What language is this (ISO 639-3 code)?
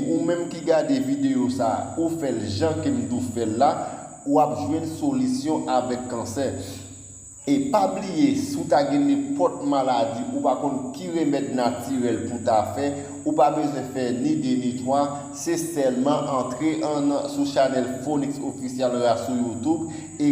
hat